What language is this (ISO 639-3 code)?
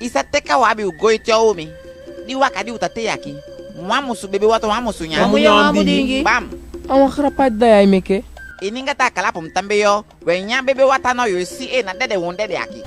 djk